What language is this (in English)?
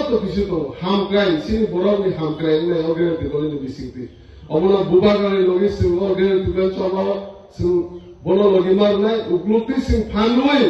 Kok Borok